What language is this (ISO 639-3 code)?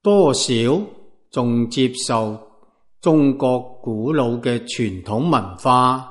yue